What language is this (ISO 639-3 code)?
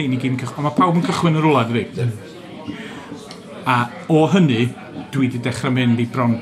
cym